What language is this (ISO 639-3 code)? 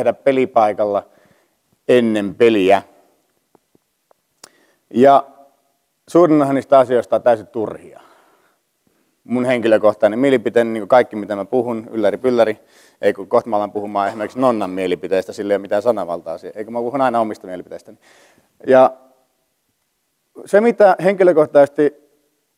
fin